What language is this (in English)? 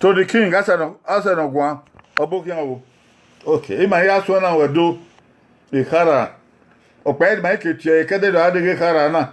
Bini